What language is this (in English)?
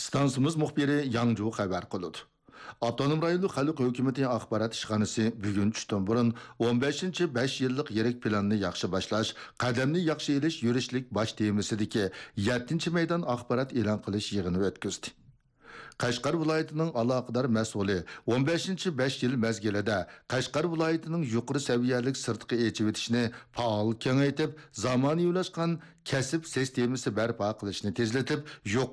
Uyghur